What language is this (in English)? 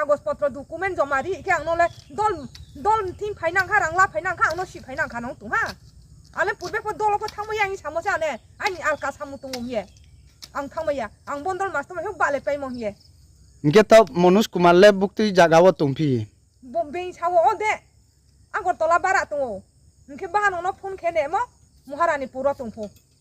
Riang (India)